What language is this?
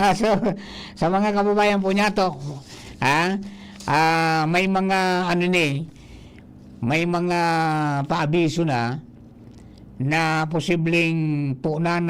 Bikol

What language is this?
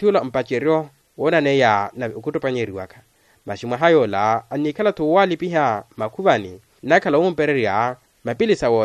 Makhuwa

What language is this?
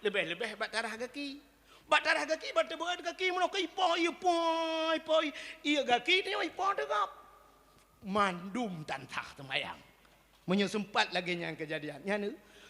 Achinese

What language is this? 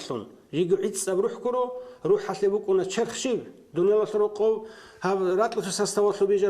Avaric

